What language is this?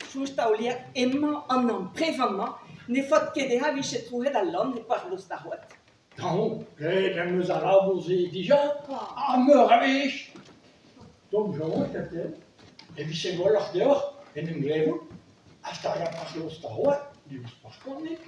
Breton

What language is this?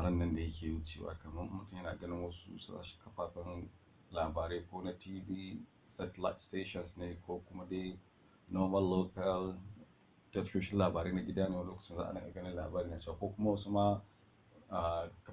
Hausa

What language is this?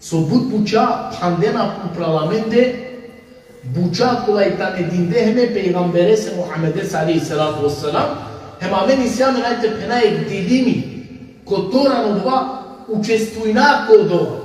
Balkan Romani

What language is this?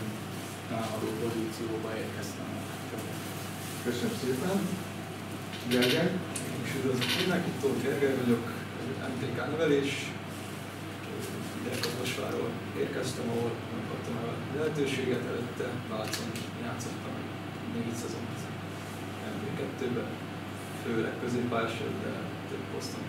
Hungarian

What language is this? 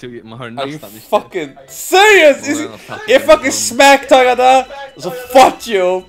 Faroese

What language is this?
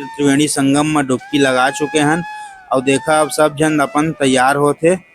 Chhattisgarhi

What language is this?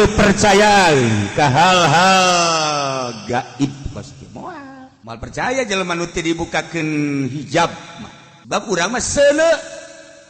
Sundanese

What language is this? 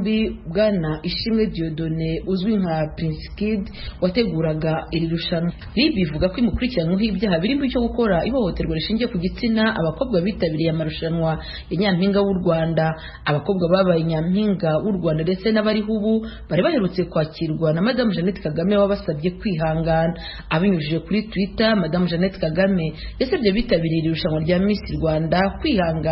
Kinyarwanda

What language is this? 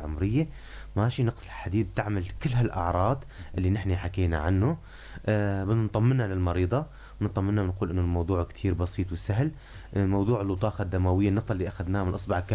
North Levantine Arabic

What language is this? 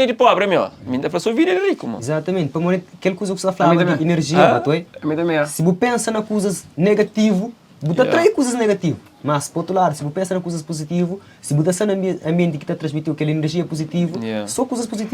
Kabuverdianu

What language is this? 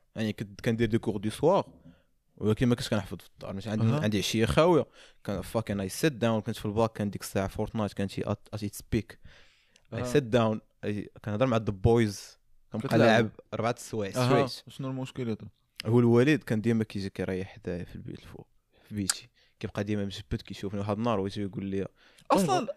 Moroccan Arabic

